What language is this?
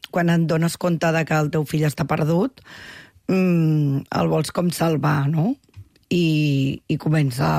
Catalan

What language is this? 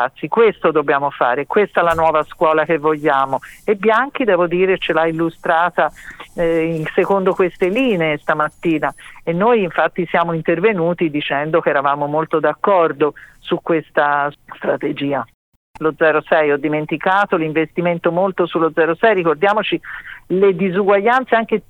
Italian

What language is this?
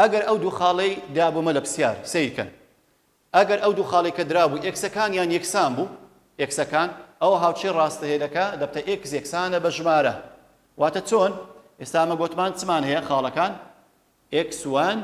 Central Kurdish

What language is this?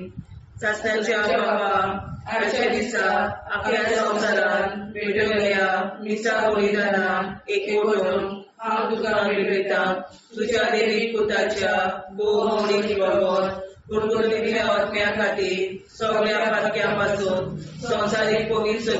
Konkani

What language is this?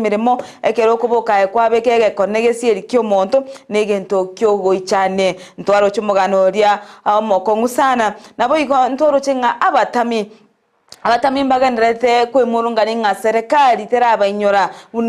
Gusii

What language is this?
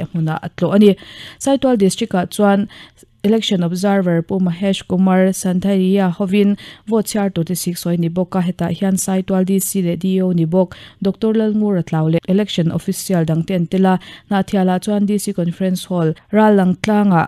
Mizo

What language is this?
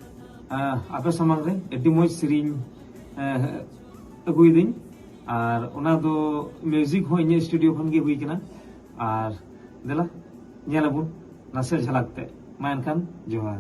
Santali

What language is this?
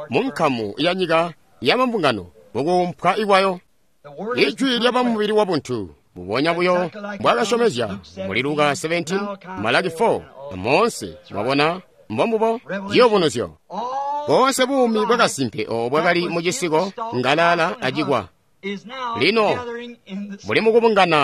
Tonga (Zambia)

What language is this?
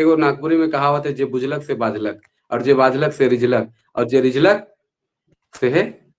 Sadri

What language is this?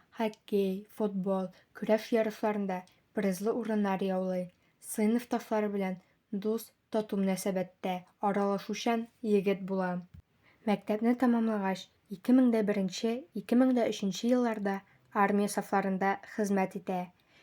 Tatar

